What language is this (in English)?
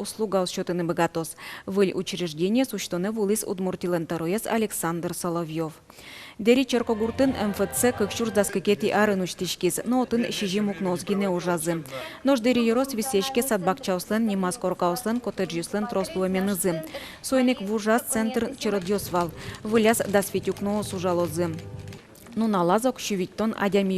Udmurt